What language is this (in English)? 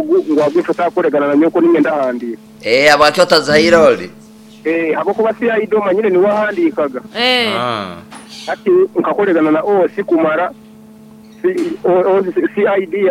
Nyoro